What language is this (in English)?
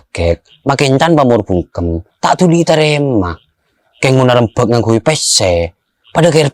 Madurese